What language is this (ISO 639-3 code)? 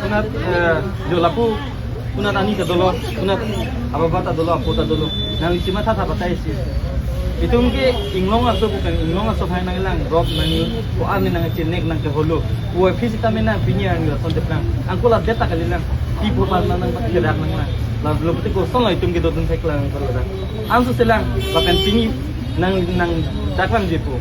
mjw